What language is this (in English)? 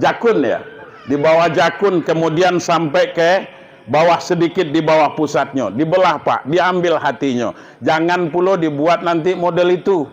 Minangkabau